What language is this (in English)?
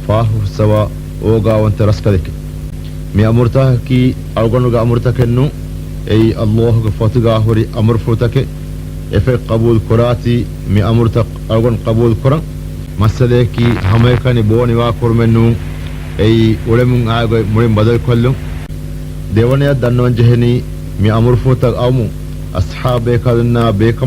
Divehi